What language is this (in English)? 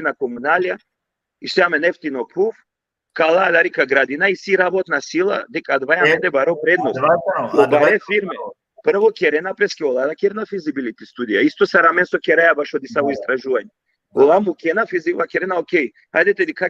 Balkan Romani